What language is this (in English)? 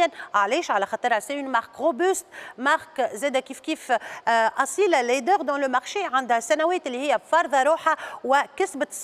Tunisian Arabic